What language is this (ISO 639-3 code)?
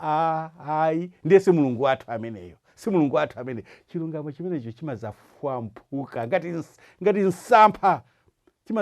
nya